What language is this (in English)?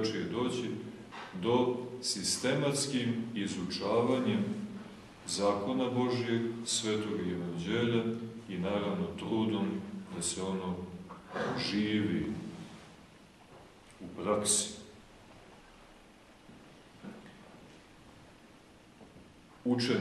Serbian